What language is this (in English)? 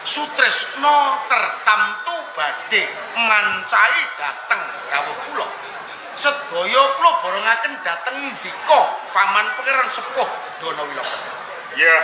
Javanese